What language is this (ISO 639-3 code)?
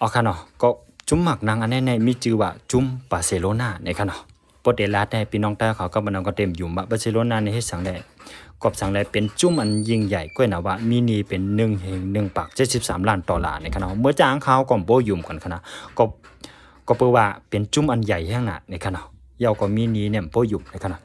shn